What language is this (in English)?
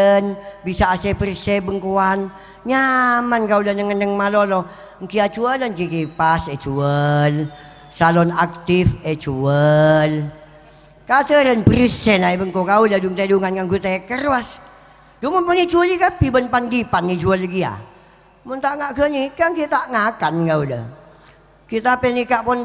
Madurese